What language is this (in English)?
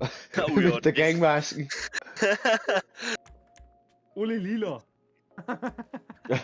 Bavarian